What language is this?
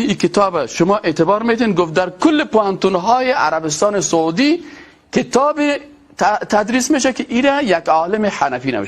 Persian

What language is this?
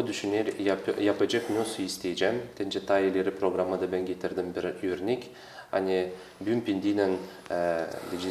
Gagauz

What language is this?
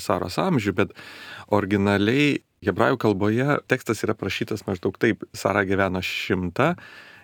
Lithuanian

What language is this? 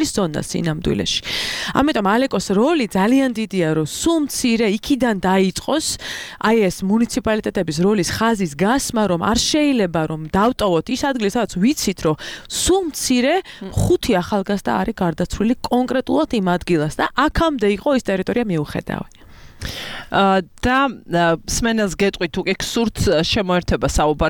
Georgian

